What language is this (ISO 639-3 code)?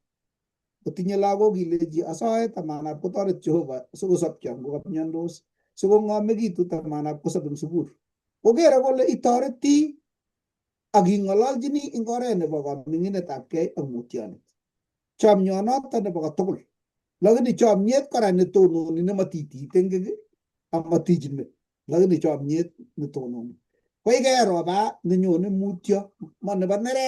kln